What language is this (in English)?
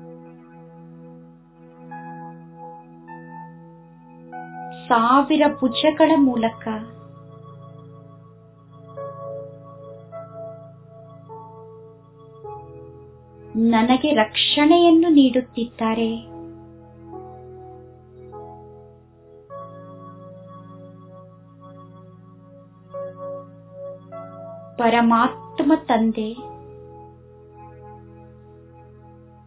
Kannada